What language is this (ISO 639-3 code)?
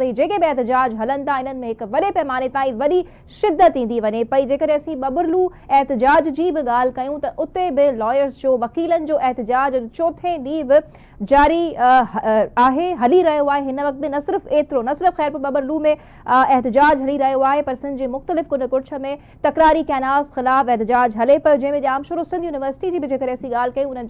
snd